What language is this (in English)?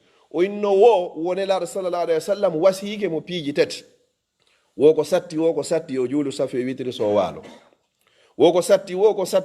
Fula